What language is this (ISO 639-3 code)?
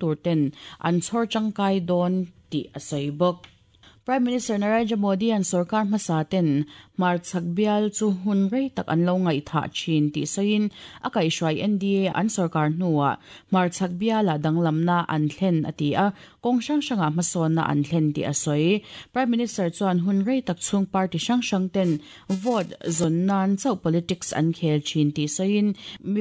lus